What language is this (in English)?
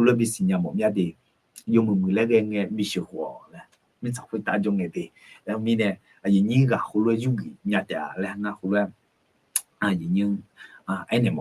Akha